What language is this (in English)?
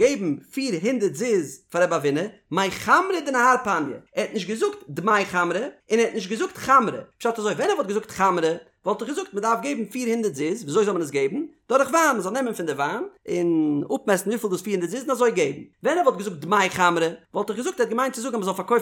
Yiddish